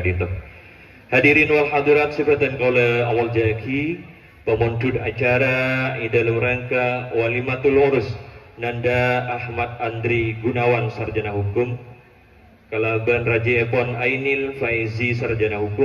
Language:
Madurese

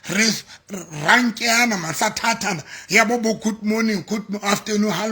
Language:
Southern Sotho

